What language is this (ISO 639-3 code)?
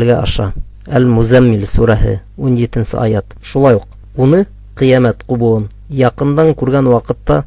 bak